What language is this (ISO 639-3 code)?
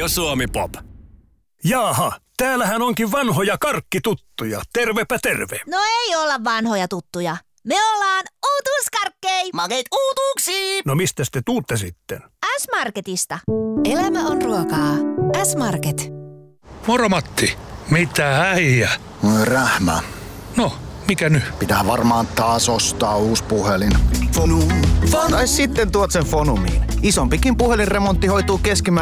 fin